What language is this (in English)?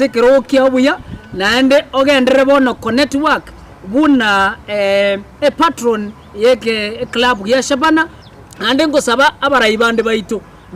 Gusii